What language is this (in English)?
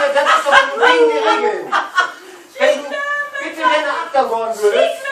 Low German